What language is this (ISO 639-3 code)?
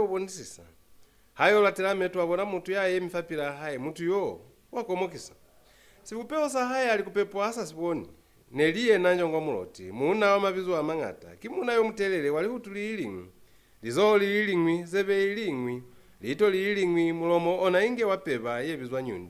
loz